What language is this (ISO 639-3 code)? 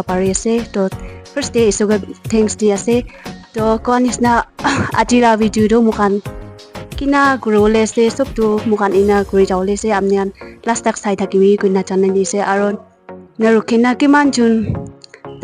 nag